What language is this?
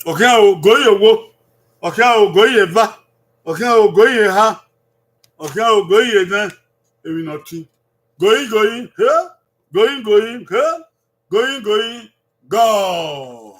Bini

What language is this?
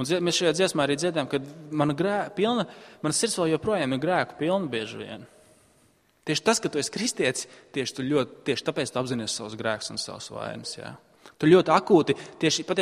Latvian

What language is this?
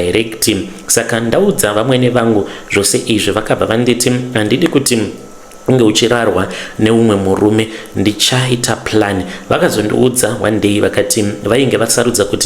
Shona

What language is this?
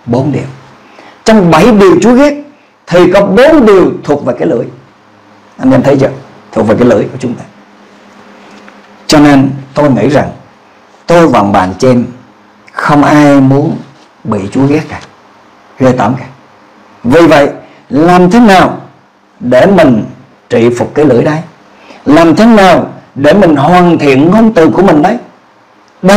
Vietnamese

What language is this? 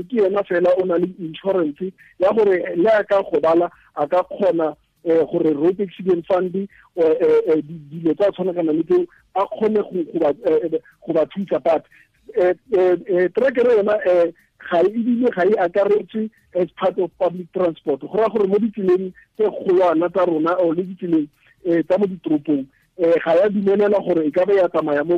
Tswana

